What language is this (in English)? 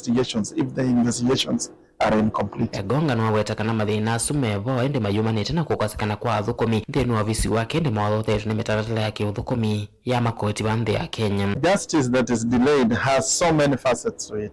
Kamba